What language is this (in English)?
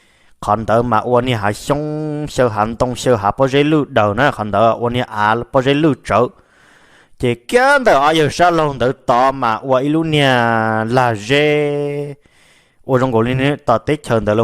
Hmong